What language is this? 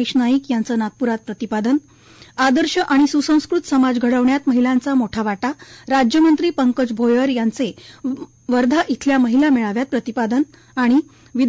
Marathi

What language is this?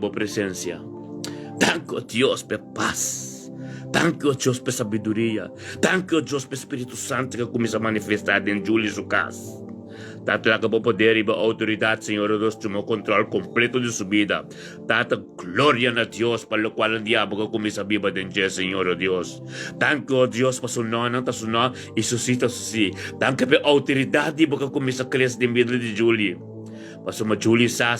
Papiamento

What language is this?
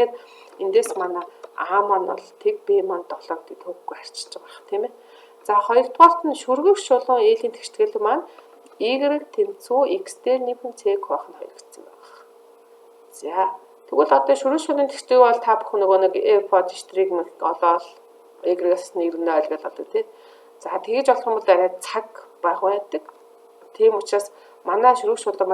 Mongolian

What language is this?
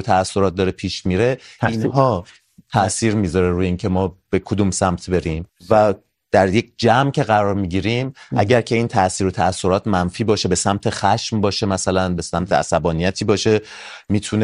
Persian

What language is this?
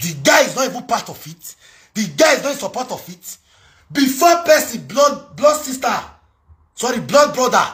Nigerian Pidgin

